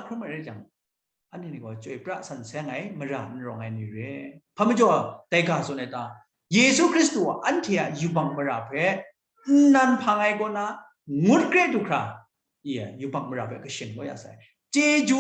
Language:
Kachin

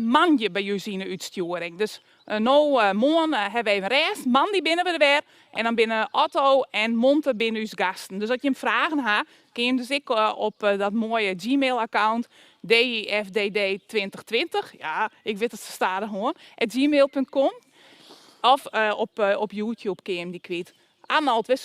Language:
Western Frisian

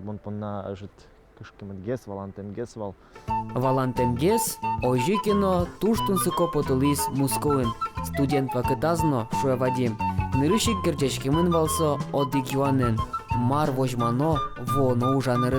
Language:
Udmurt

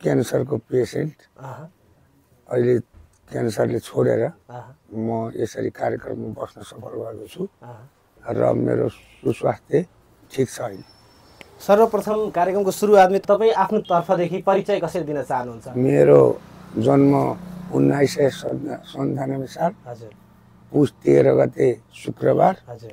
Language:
Nepali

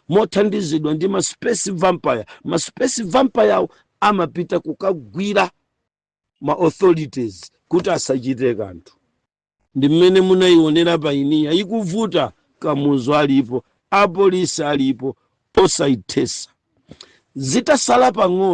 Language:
Nyanja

